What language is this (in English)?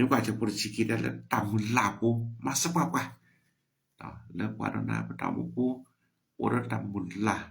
S'gaw Karen